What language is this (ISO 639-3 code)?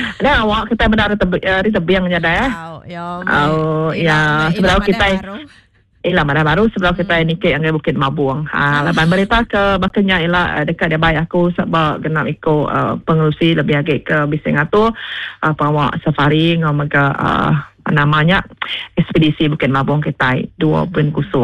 iba